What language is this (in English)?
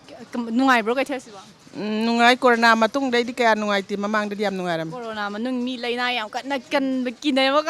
Manipuri